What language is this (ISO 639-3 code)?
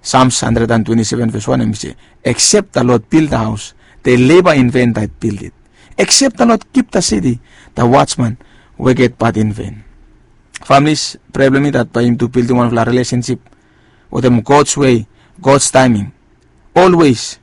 bis